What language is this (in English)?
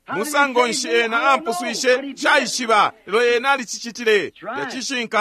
Bemba